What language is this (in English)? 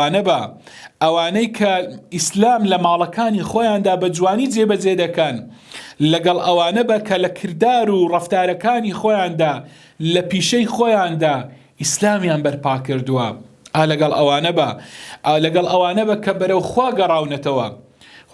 Central Kurdish